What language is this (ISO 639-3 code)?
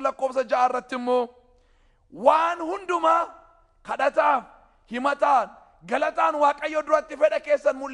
orm